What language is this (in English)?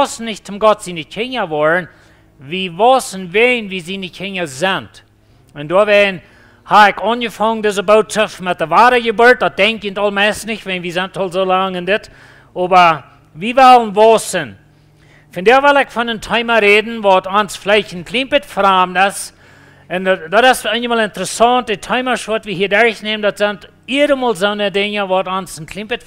Plautdietsch